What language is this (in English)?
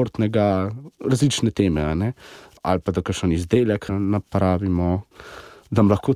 Slovenian